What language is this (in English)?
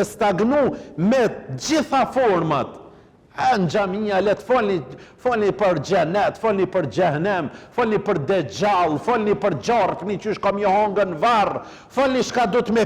Albanian